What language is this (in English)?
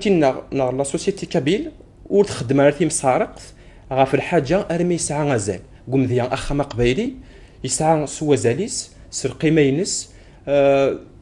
Kabyle